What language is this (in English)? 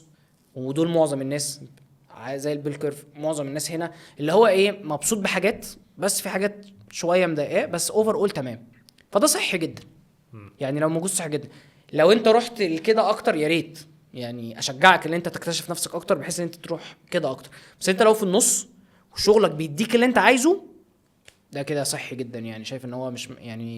Egyptian Arabic